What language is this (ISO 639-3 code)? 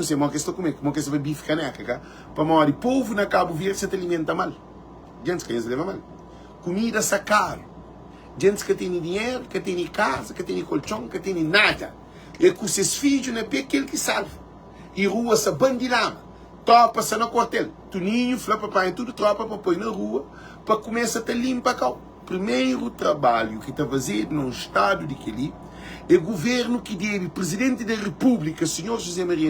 kea